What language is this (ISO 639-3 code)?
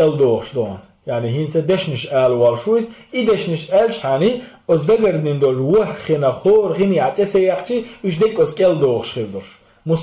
che